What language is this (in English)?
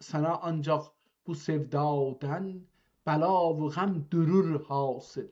South Azerbaijani